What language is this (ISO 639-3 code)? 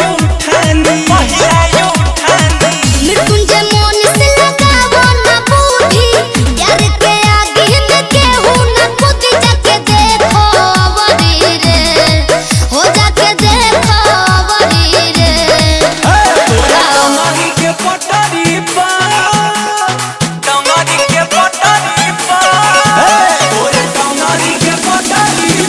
bho